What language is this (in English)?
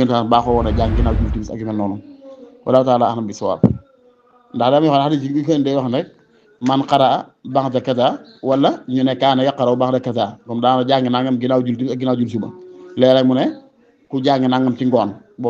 Wolof